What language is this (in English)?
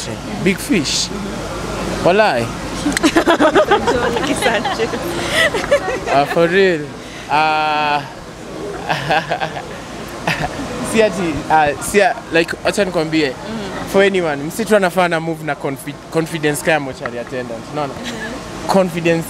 Swahili